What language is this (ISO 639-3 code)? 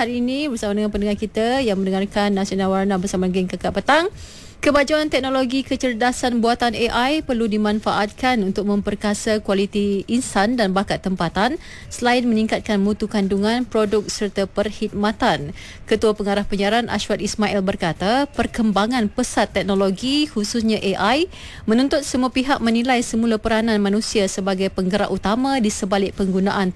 msa